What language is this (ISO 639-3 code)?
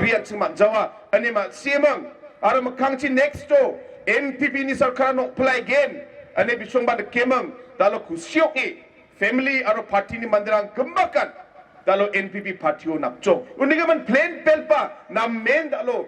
grt